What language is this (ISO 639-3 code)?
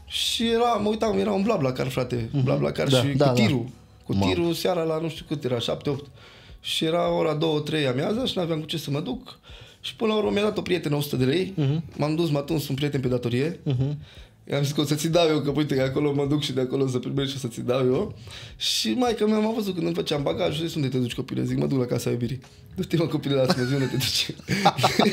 ron